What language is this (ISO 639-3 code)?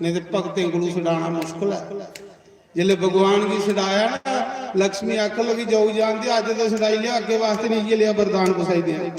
doi